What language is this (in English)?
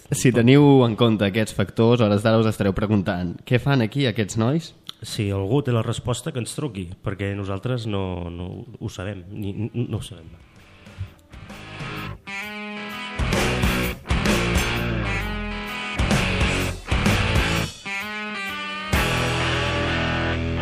Catalan